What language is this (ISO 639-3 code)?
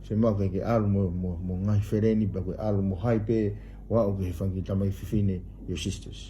ton